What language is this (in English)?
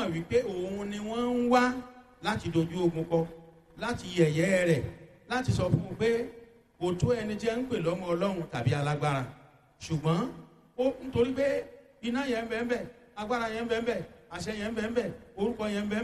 Yoruba